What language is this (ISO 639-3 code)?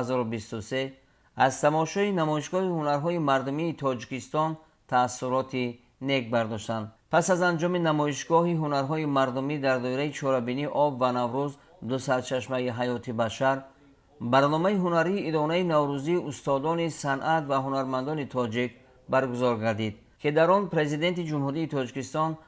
tgk